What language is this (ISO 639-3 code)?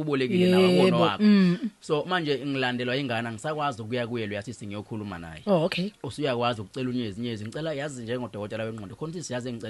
zul